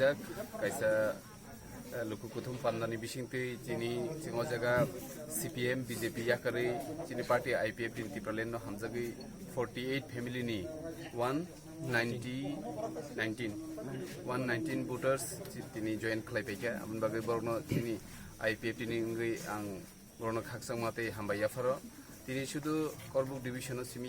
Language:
Kok Borok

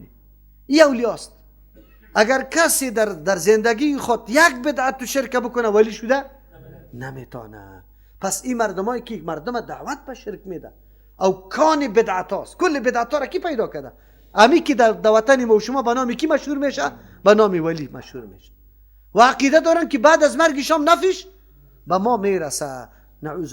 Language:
Persian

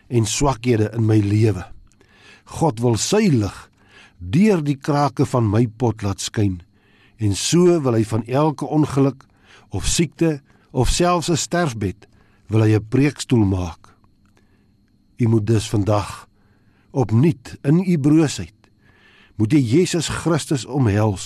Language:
Afrikaans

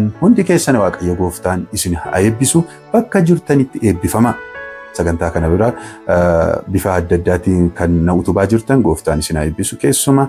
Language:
Oromo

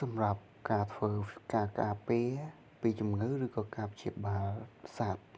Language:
Khmer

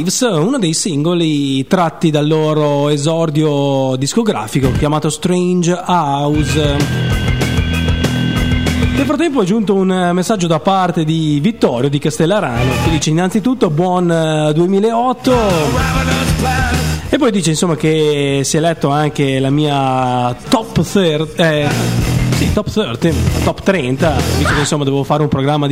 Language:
Italian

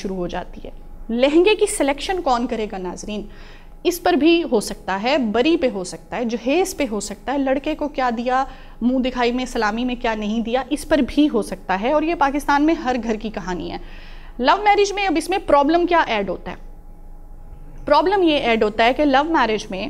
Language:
Urdu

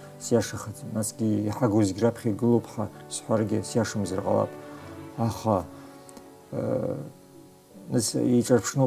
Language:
Abkhazian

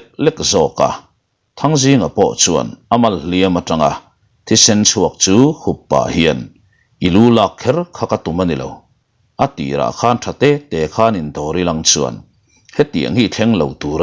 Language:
Mizo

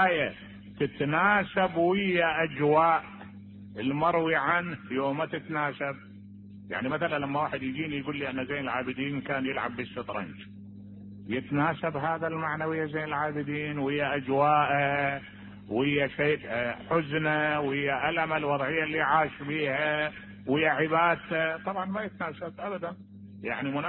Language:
Mesopotamian Arabic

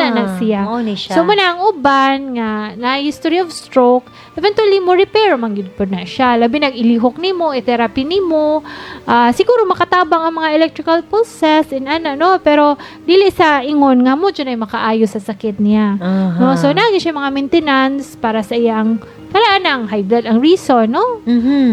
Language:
Cebuano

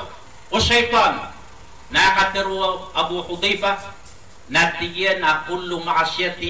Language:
Maranao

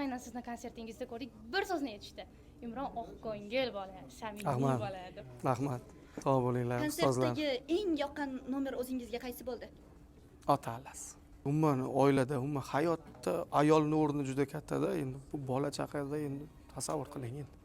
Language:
Uzbek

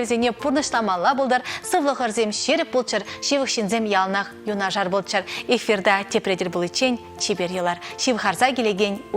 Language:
Chuvash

